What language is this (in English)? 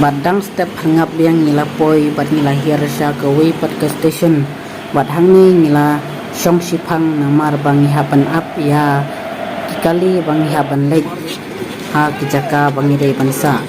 Khasi